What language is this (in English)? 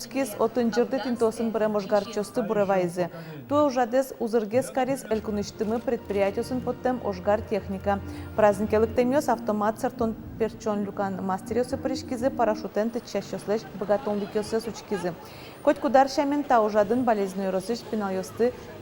Udmurt